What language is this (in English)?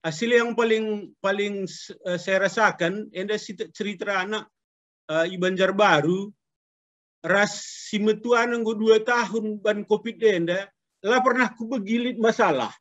Batak Karo